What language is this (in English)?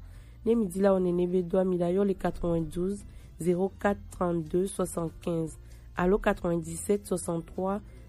Gen